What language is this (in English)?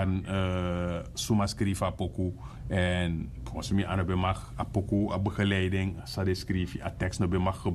Sranan Tongo